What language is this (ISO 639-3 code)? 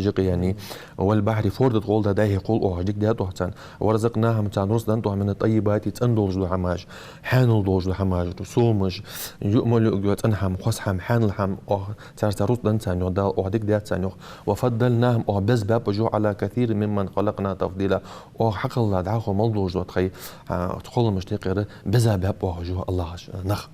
inh